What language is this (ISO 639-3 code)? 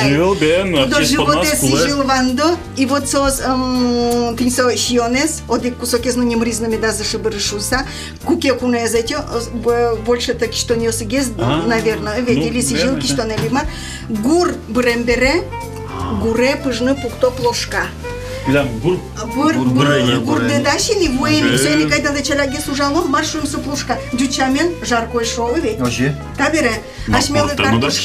udm